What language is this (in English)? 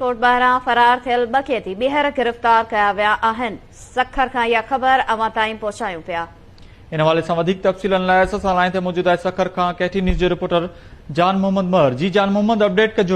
Sindhi